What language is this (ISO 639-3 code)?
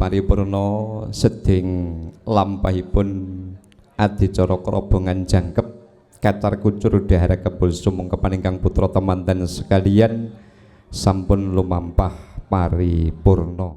jav